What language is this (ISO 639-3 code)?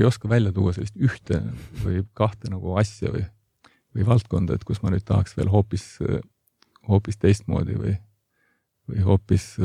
est